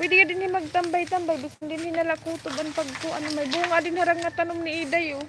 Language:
Waray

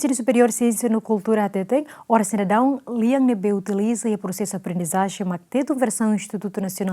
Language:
Tetum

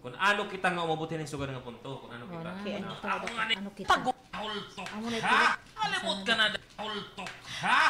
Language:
Waray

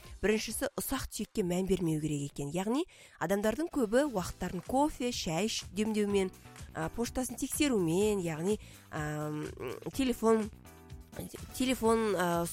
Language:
Kazakh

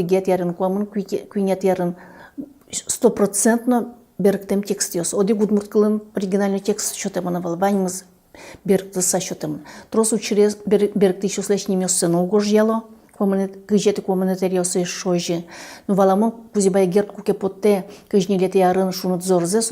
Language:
Udmurt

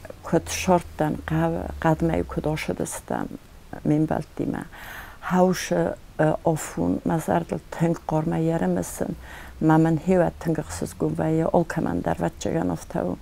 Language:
Ossetic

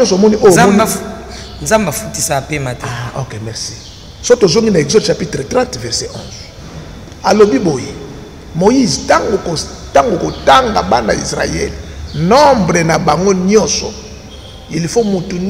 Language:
Lingala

